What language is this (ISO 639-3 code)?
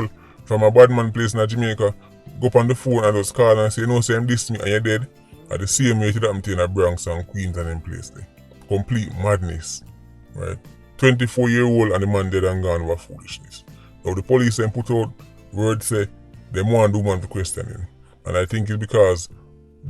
jam